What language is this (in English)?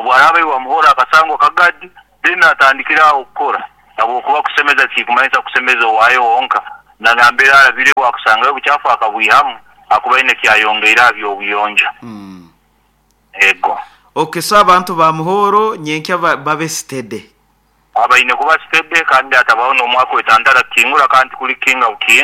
Nyoro